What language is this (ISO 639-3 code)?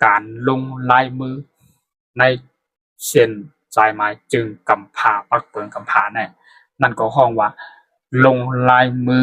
shn